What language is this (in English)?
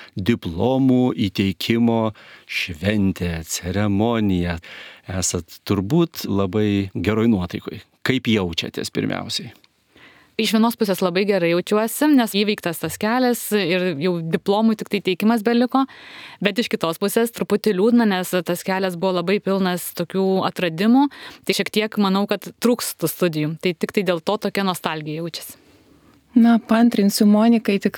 Lithuanian